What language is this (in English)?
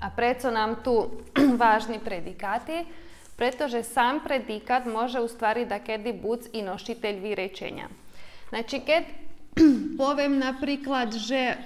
Rusyn